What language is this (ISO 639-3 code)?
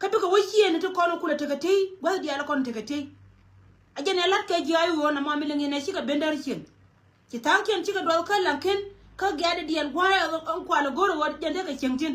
nus